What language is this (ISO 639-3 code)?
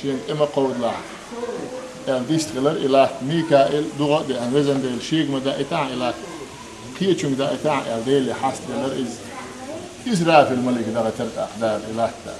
che